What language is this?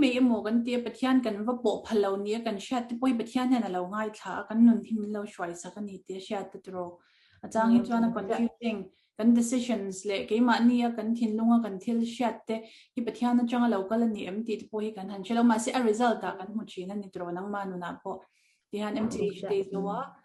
Mizo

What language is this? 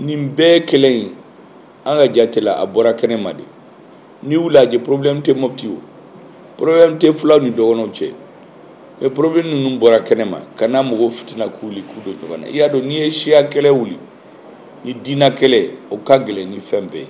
Bambara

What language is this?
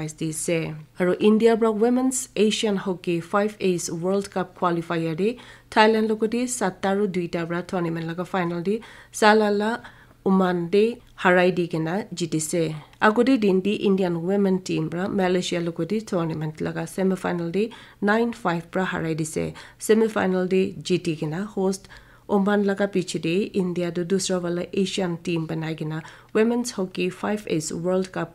Naga Pidgin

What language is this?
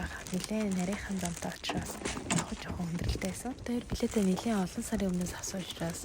Mongolian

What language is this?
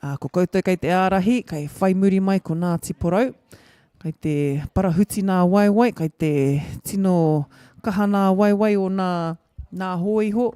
Māori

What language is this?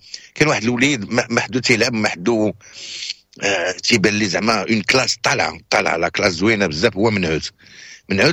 Moroccan Arabic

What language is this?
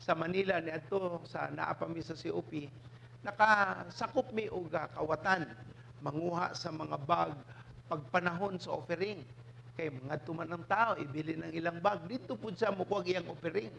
Cebuano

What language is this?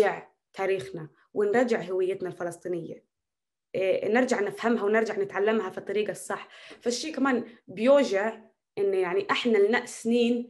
North Levantine Arabic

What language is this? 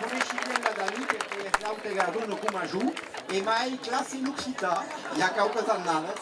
Occitan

